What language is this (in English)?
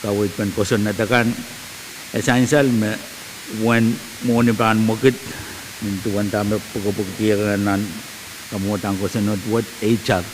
Pohnpeian